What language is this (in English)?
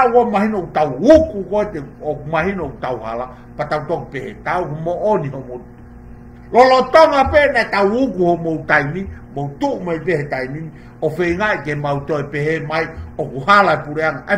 Tongan